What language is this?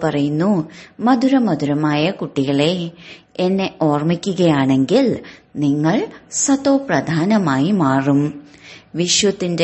Malayalam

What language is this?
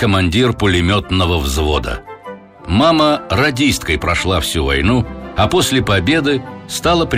Russian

